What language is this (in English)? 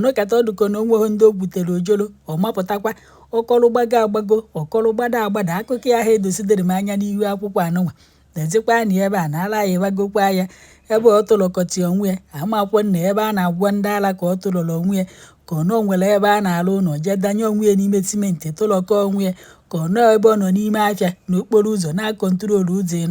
Igbo